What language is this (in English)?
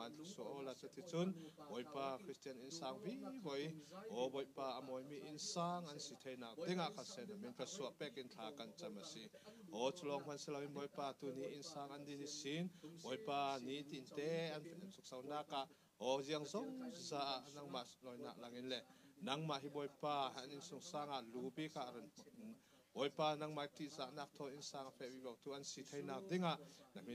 Falam Chin